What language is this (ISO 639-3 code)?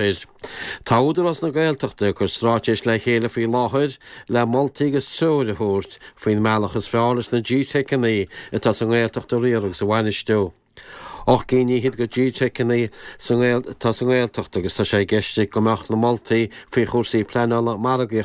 gle